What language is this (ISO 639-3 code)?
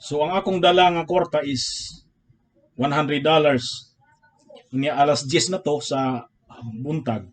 ceb